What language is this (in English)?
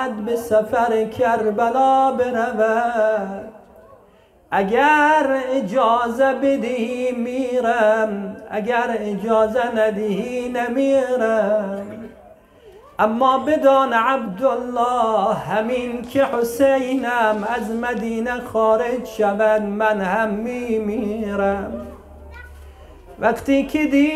Persian